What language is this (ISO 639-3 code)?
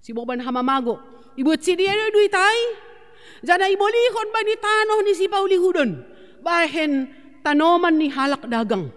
bts